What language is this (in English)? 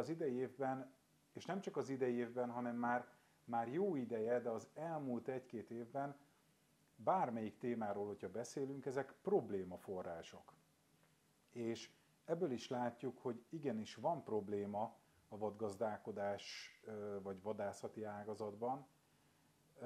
Hungarian